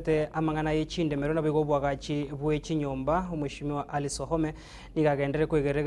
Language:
Gusii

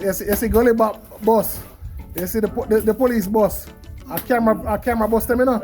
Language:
Jamaican Creole English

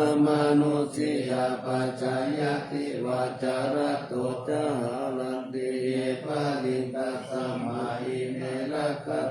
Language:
Pali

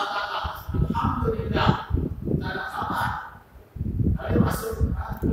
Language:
Malay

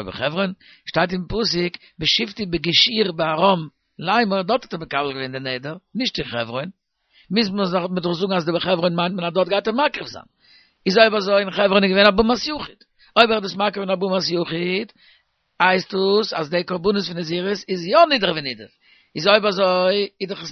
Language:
Yiddish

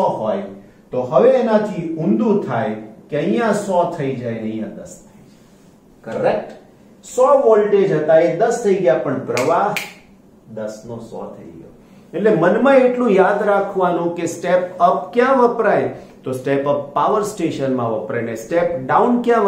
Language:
Gujarati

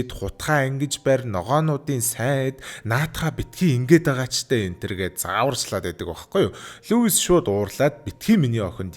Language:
Mongolian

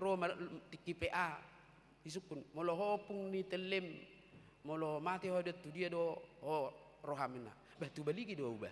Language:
Batak Toba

